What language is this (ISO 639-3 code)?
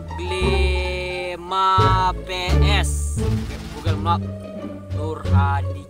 min